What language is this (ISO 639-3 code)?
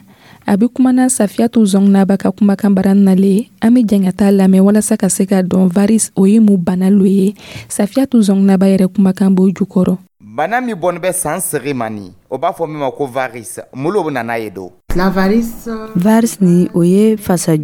dyu